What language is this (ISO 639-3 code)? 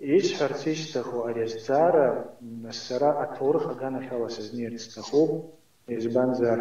abk